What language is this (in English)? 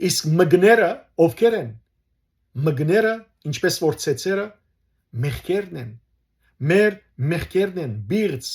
Western Armenian